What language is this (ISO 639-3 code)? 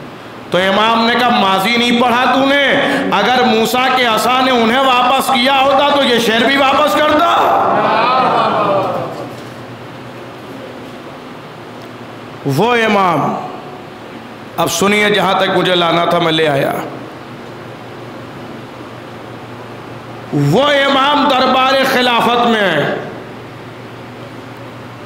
urd